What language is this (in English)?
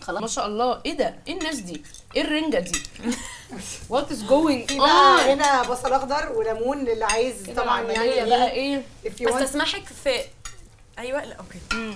Egyptian Arabic